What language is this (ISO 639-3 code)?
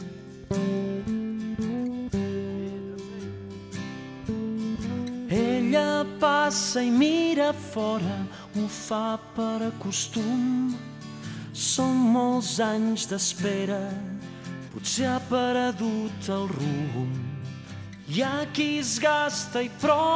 cat